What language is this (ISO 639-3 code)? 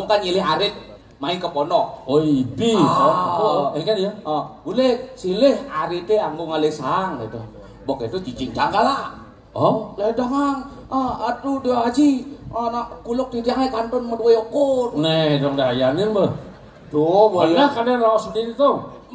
ban